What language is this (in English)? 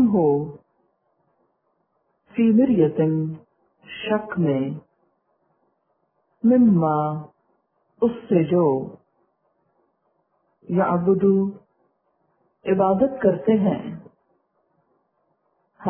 Urdu